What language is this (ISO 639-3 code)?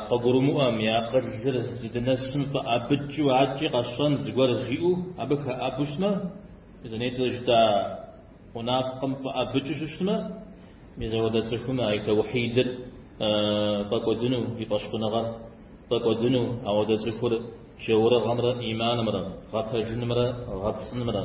kbd